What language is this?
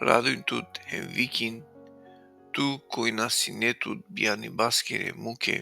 Balkan Romani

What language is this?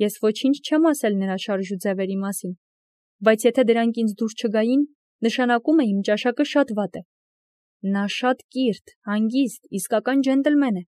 Armenian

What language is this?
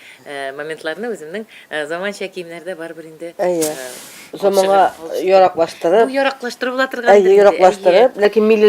Tatar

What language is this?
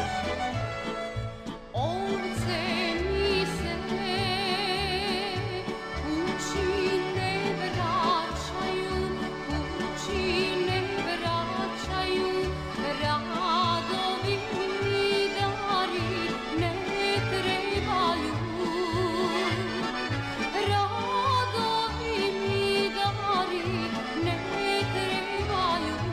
Serbian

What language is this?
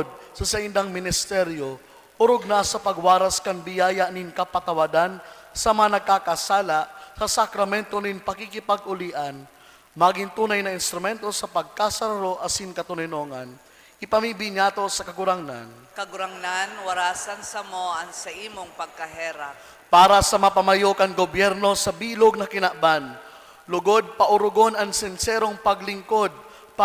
Bikol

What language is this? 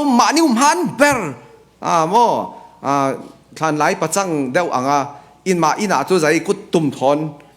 Falam Chin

